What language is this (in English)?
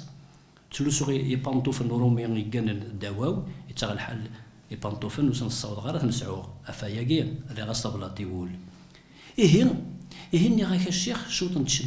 Kabyle